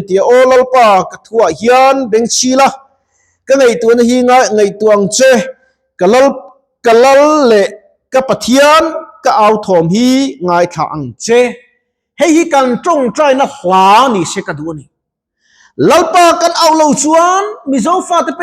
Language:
Mizo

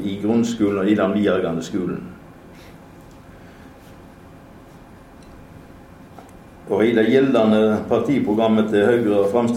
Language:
Norwegian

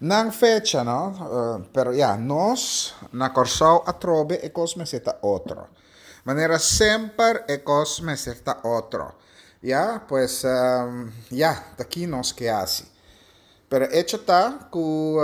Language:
Papiamento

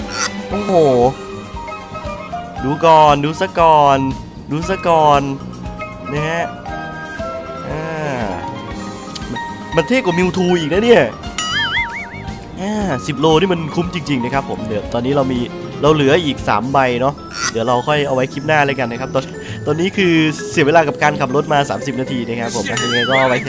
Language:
Thai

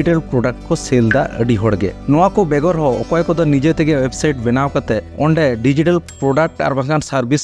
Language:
Santali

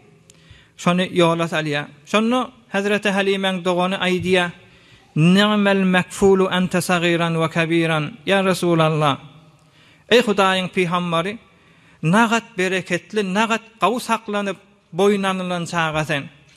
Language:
Turkmen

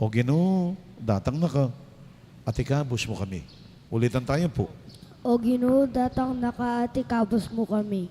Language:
Pampanga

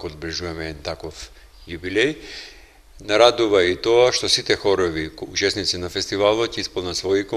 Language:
Macedonian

